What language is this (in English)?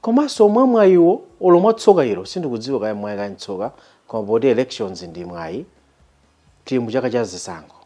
Nyanja